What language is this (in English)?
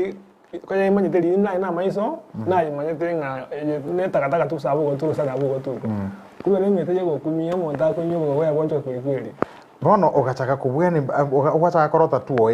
Gusii